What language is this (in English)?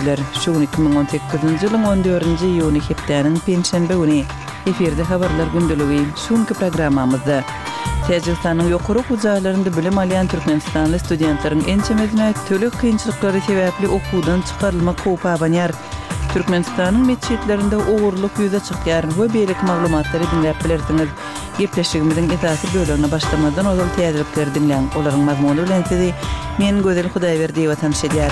Kyrgyz